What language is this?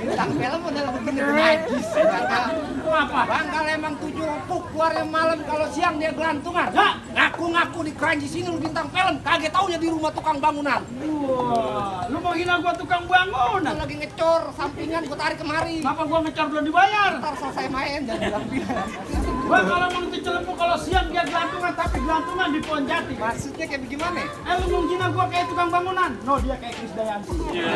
Betawi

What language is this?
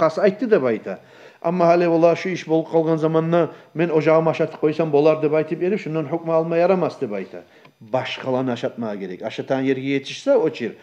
Kumyk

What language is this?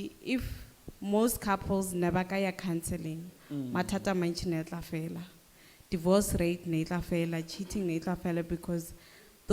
Northern Sotho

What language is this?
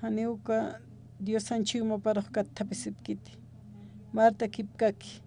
Aymara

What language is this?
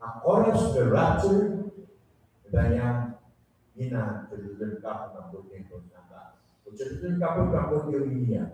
Pohnpeian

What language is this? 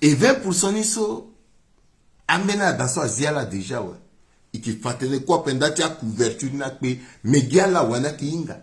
Sango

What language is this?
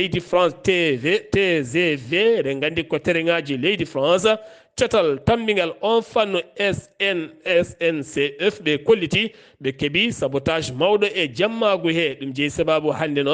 Fula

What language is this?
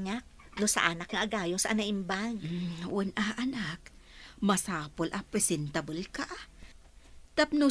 Iloko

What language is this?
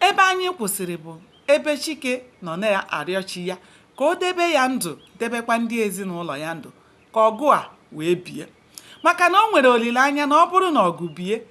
Igbo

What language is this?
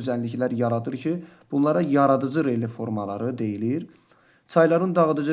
Azerbaijani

